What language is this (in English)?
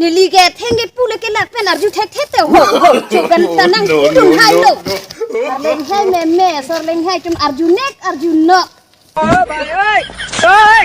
Karbi